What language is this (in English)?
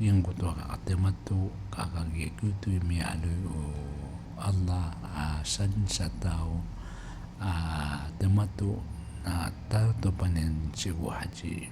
Maranao